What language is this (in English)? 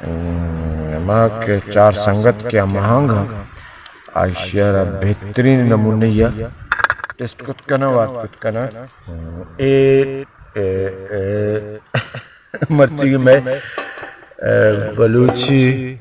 Baluchi